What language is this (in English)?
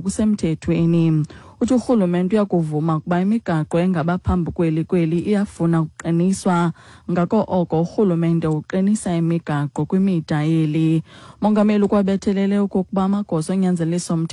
Xhosa